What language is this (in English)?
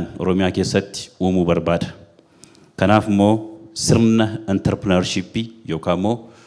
Oromo